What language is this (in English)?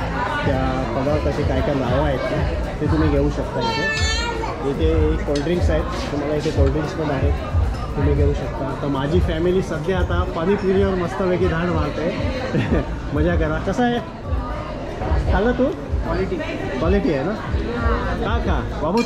Marathi